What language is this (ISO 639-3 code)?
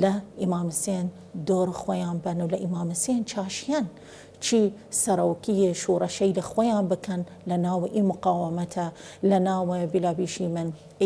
sdh